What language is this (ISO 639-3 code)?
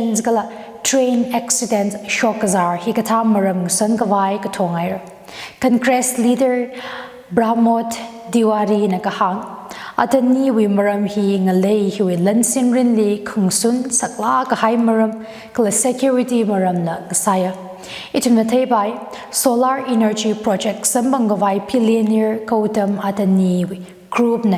nmf